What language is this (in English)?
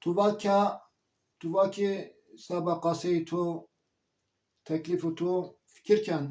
Zaza